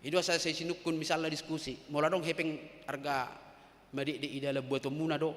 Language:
Batak Toba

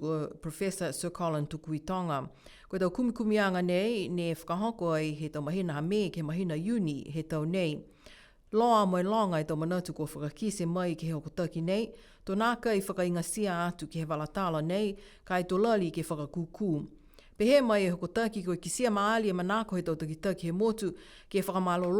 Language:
Niuean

